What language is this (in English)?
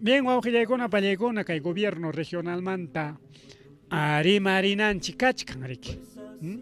Ayacucho Quechua